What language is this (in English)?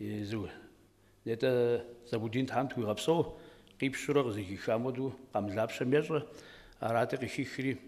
Kabardian